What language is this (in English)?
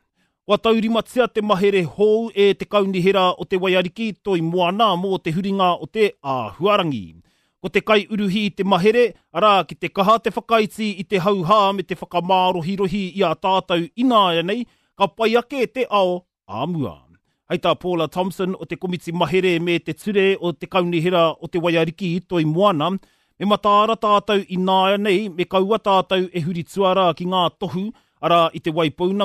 Māori